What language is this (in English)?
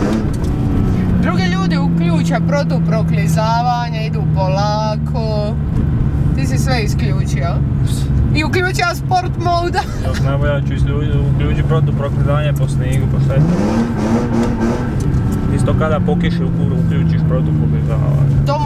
Croatian